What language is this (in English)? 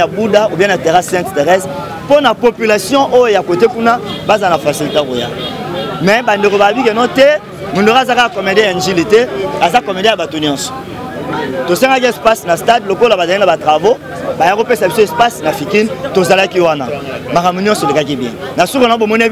Lingala